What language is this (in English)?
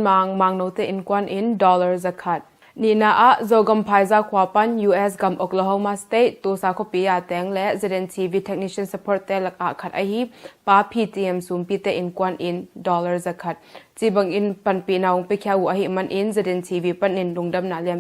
Tedim Chin